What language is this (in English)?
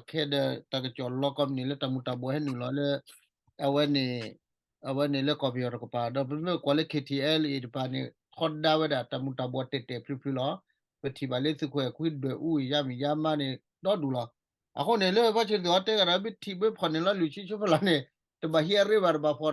S'gaw Karen